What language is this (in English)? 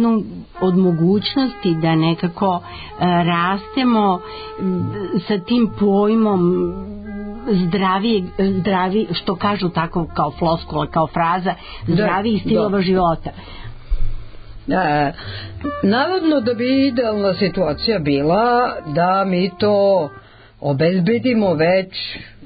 Serbian